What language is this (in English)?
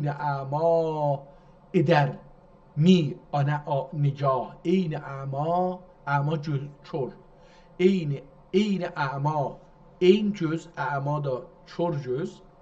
South Azerbaijani